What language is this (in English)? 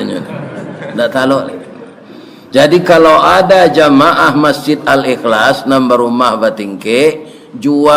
Minangkabau